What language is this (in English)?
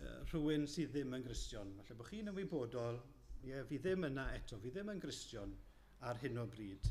Welsh